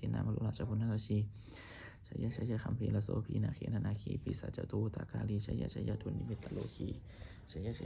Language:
Pali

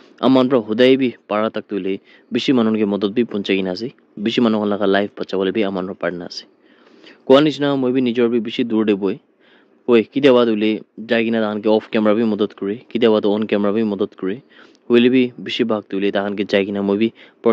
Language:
Naga Pidgin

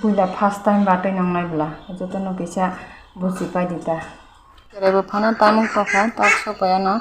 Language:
Kok Borok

